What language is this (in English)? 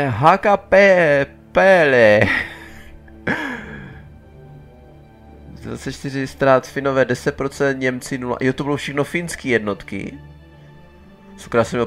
Czech